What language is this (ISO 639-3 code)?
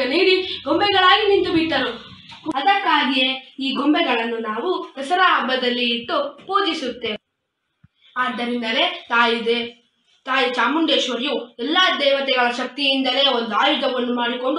kan